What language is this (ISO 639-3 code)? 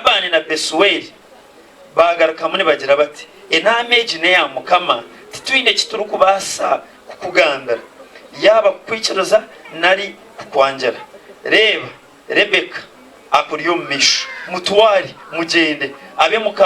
nyn